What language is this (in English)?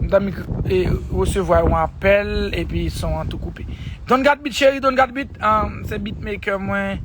Haitian Creole